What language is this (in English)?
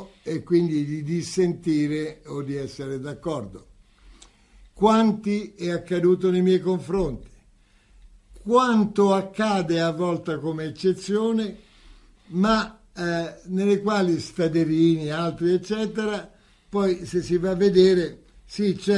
Italian